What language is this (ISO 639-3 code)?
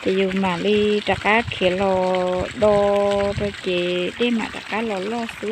hmn